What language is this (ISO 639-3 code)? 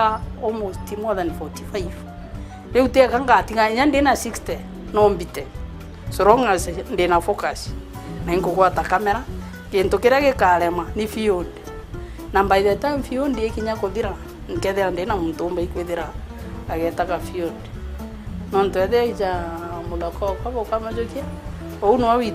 mer